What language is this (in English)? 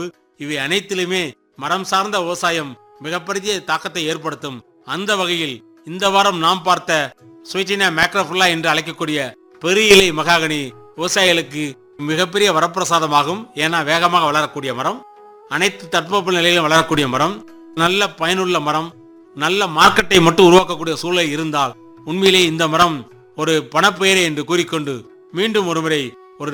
Tamil